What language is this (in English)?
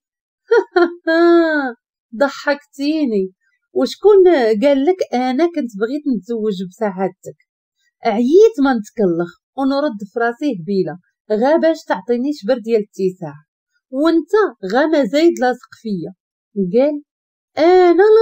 Moroccan Arabic